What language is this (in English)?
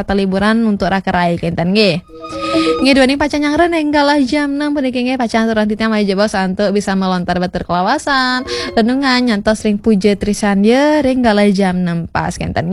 Balinese